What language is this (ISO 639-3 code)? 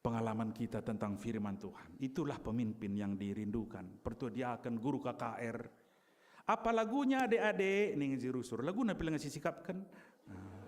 btx